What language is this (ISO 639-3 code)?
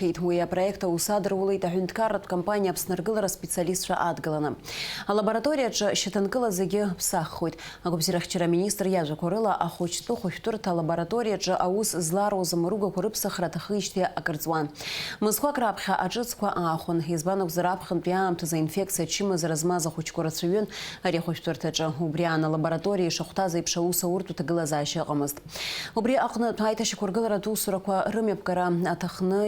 abk